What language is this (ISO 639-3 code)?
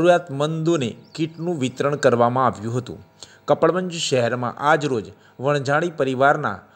guj